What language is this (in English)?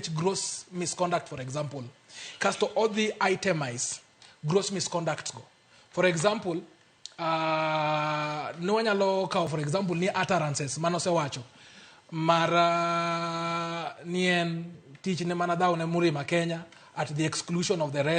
Luo (Kenya and Tanzania)